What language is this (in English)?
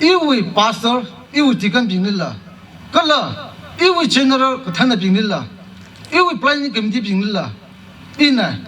Tangkhul Naga (India)